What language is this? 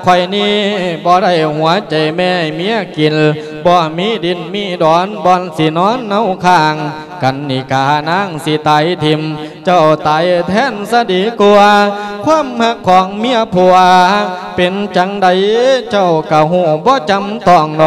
Lao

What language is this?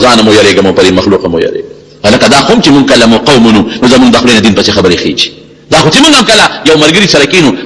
Pashto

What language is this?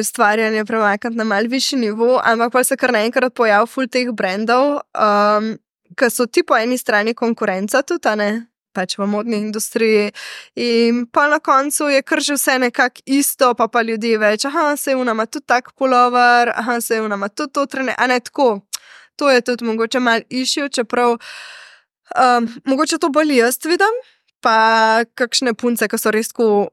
Slovenian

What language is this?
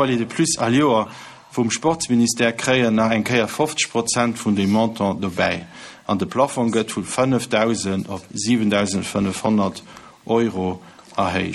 Luxembourgish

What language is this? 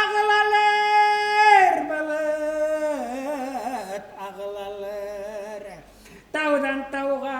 Bashkir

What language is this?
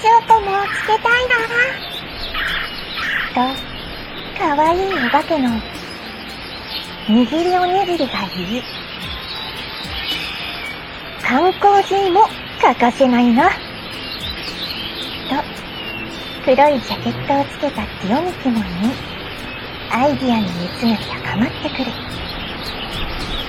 Japanese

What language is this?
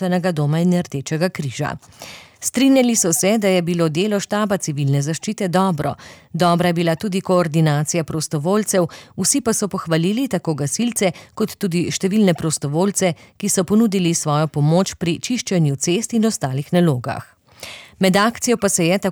Slovenian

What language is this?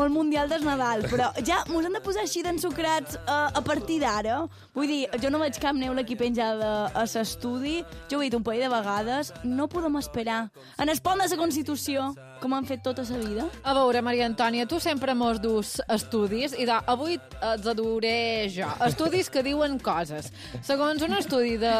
Catalan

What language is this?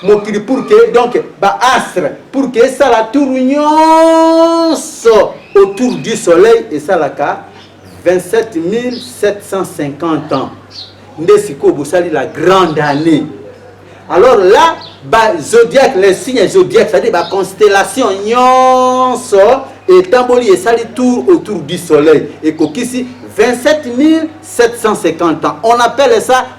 Lingala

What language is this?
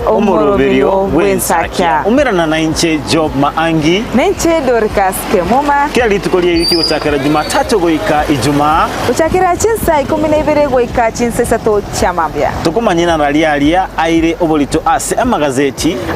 Gusii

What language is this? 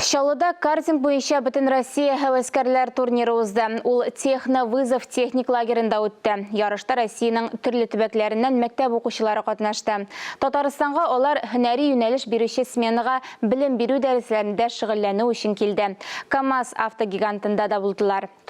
Tatar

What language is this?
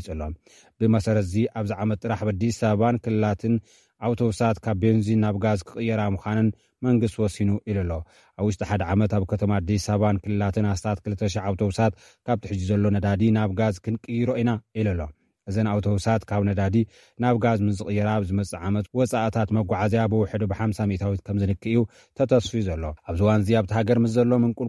Tigrinya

